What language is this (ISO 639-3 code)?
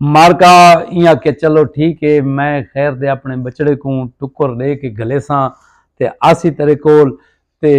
skr